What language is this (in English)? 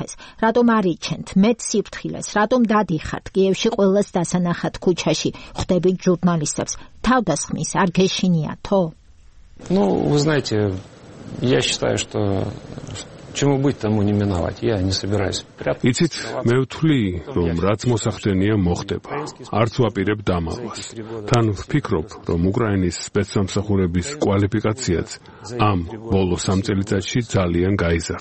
Georgian